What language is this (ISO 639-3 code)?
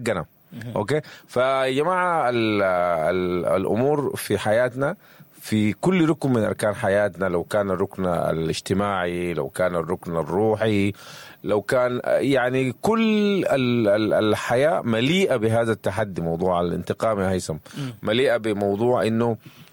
apd